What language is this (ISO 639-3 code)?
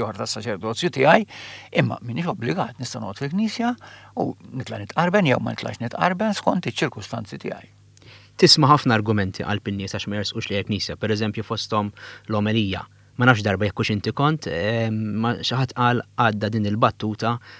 mlt